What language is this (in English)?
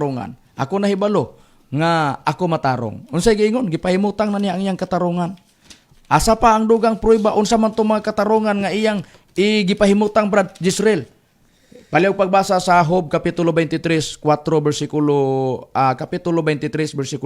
Cebuano